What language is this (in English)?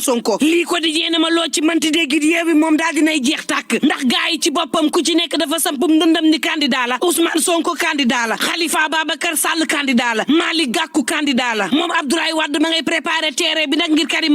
Wolof